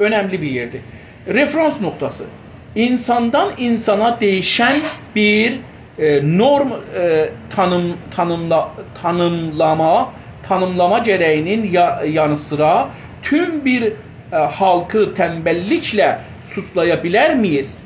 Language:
South Azerbaijani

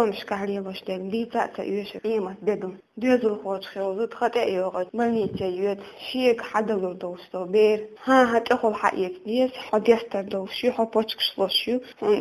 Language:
Chechen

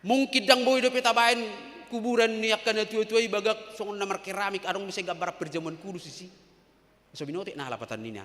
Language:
Batak Toba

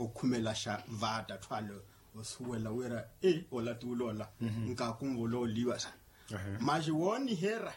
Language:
Makhuwa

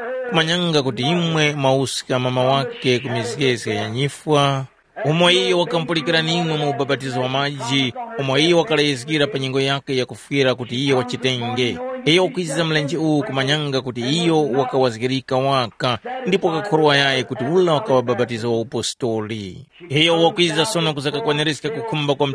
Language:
Tumbuka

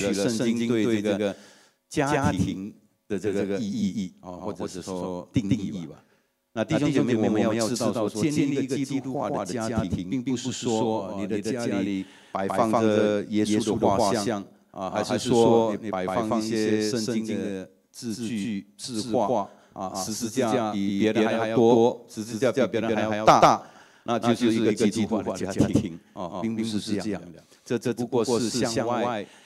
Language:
Chinese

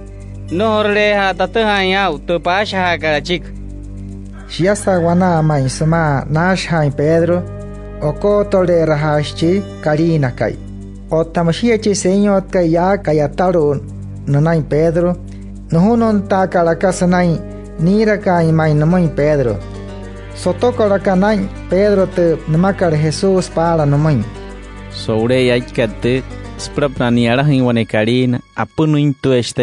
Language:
Wayuu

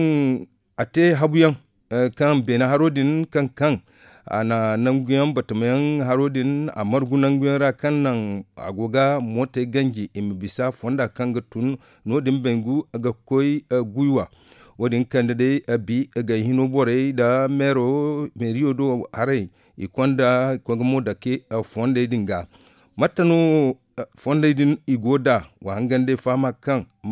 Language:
Zarma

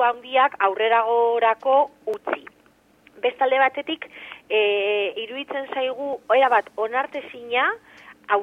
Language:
Basque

